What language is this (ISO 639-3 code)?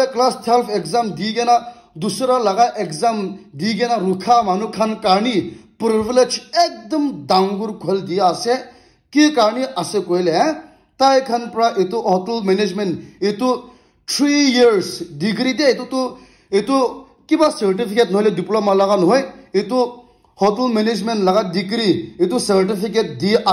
nag